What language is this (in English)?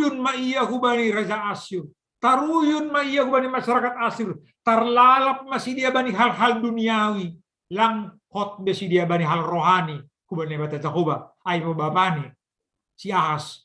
Batak Simalungun